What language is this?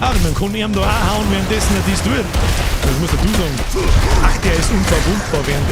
Bavarian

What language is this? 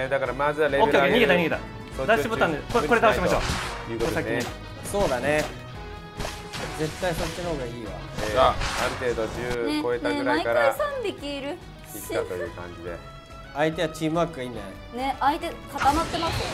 Japanese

